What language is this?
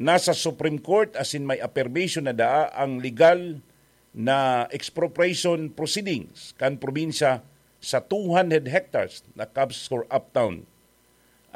Bikol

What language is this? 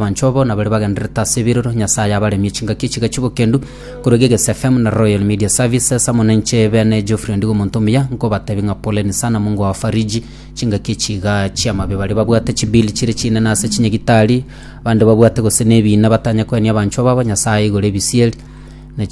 Gusii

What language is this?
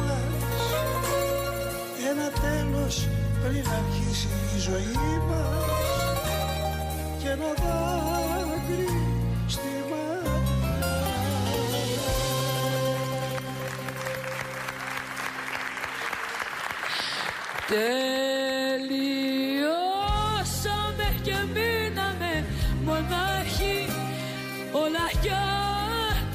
Greek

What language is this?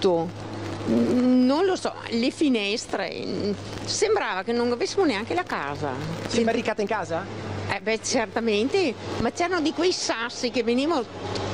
Italian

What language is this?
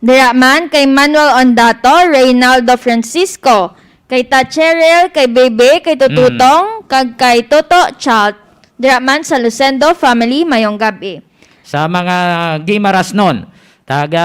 Hiligaynon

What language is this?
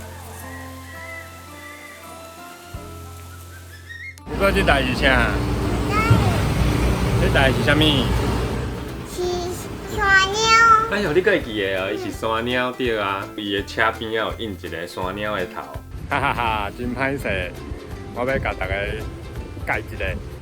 Min Nan Chinese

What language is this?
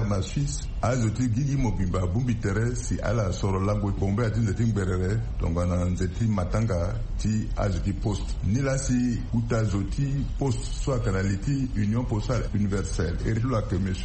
Sango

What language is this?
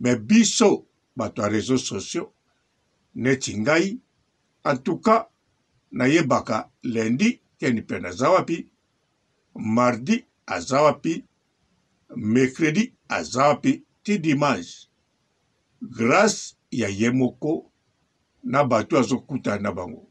Lingala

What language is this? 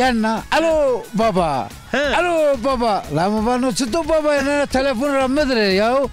Zaza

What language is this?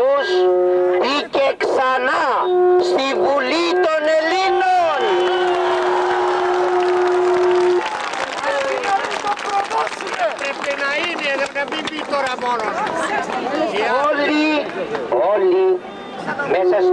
Greek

